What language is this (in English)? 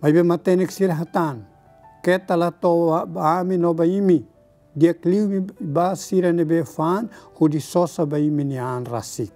Tetum